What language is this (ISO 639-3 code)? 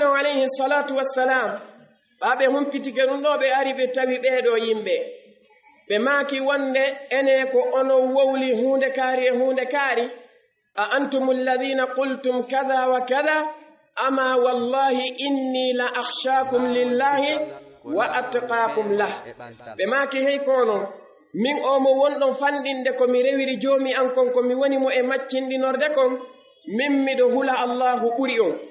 ful